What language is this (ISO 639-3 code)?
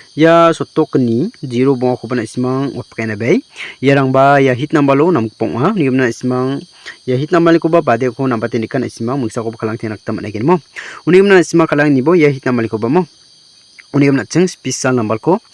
grt